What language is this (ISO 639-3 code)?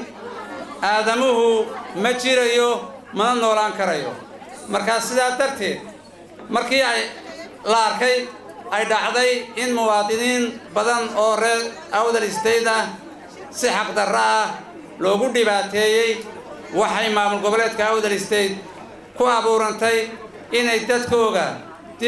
som